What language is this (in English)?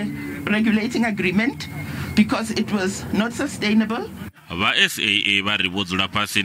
Venda